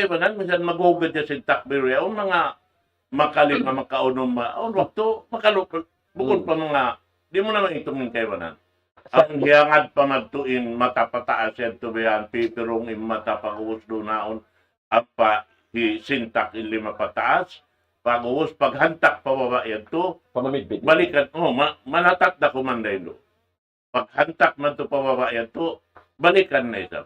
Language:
Tausug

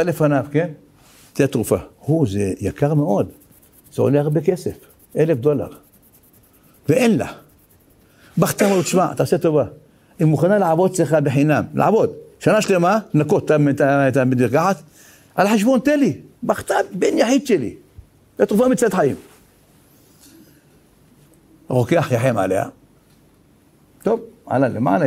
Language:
Hebrew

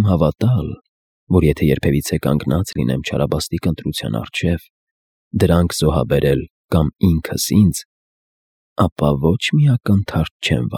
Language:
Armenian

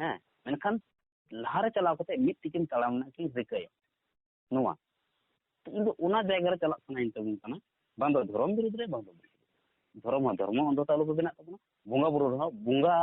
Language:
Santali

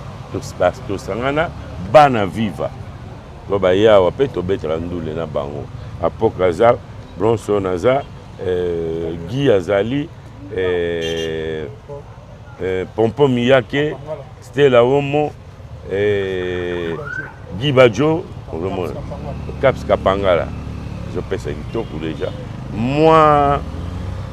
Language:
Lingala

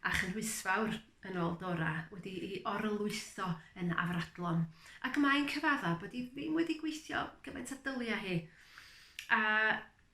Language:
Welsh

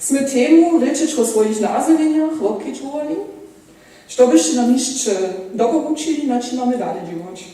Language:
Upper Sorbian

